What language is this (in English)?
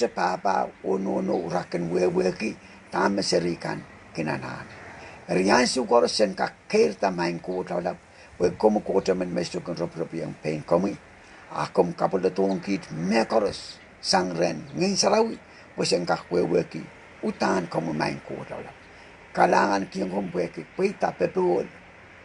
Pohnpeian